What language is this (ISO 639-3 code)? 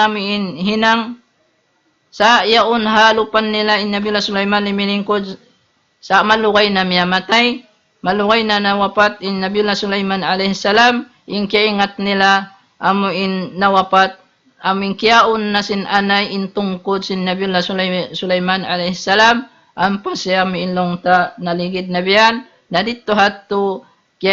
tsg